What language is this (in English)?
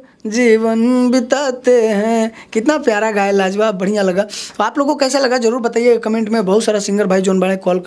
Bhojpuri